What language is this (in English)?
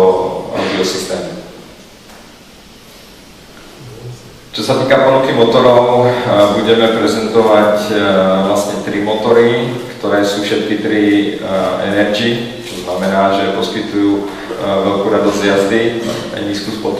Slovak